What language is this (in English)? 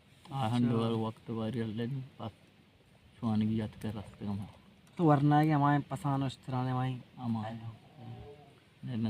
Baluchi